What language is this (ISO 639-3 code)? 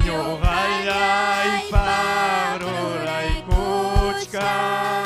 quy